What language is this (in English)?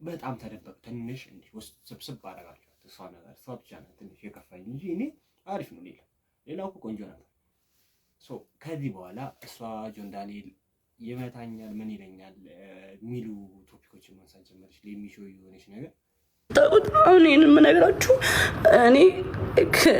Amharic